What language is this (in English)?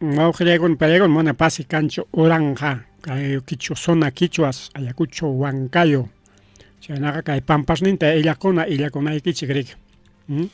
Ayacucho Quechua